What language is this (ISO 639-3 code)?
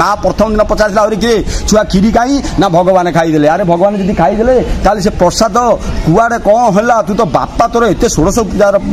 ori